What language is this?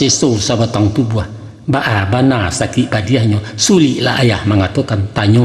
Minangkabau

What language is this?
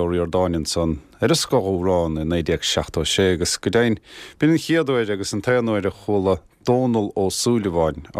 Irish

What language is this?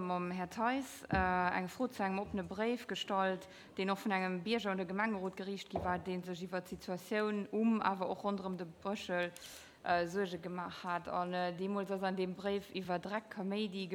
Luxembourgish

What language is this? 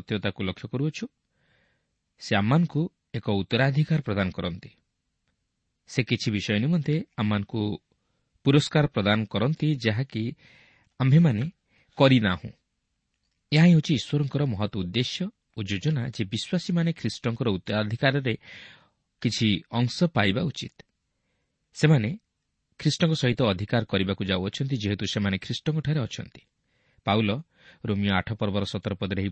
Odia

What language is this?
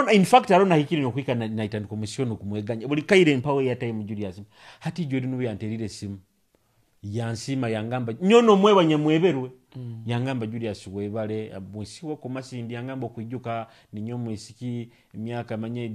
Nyoro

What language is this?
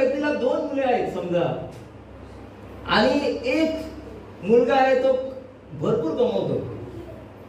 Marathi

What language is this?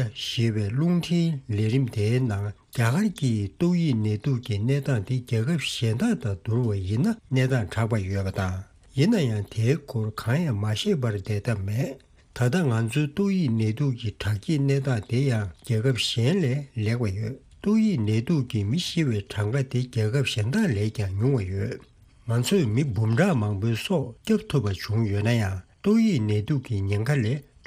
Tibetan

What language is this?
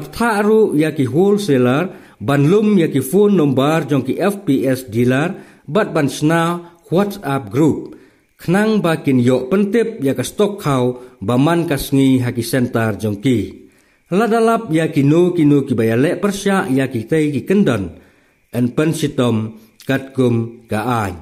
Khasi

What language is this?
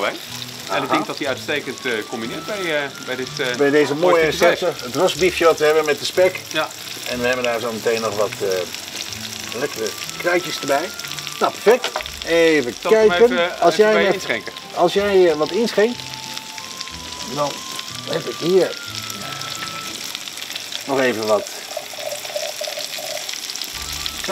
Dutch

